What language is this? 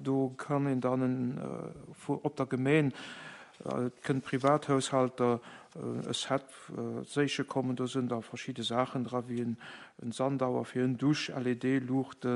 Luxembourgish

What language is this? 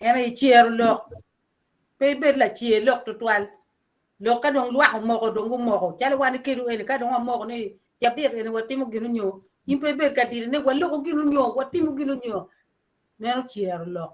Acoli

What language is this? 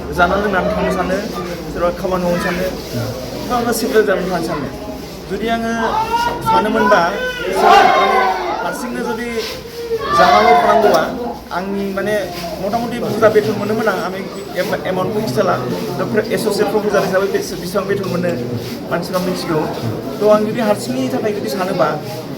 Bodo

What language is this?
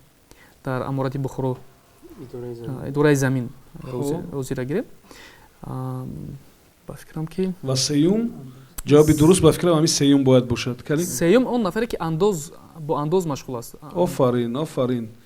Tajik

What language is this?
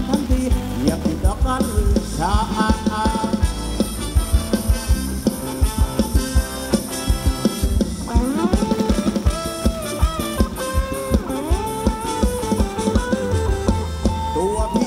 Thai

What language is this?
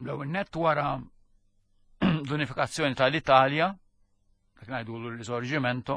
Maltese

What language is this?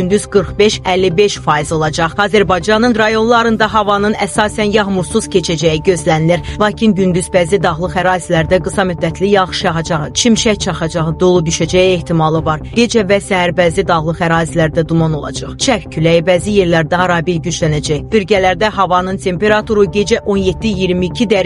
Azerbaijani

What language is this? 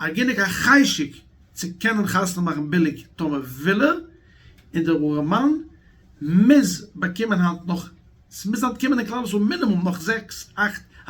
Yiddish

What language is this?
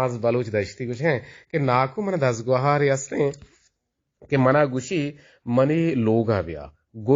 Eastern Balochi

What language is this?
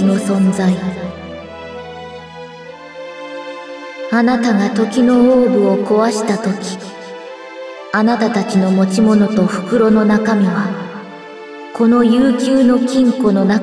Japanese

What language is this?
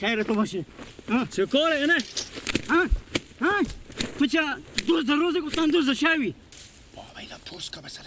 Persian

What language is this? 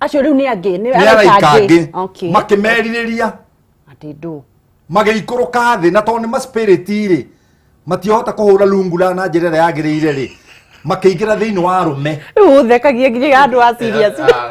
Kikuyu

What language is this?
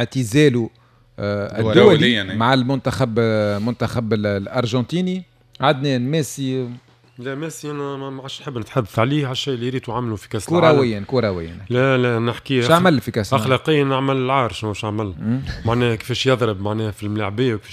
Tunisian Arabic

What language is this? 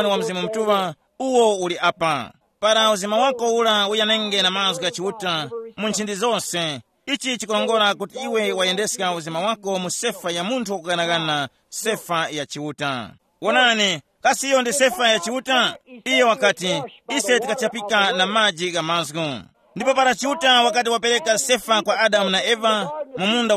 Tumbuka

